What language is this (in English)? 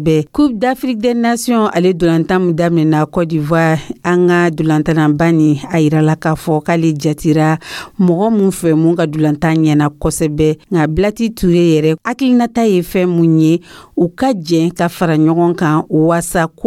Dyula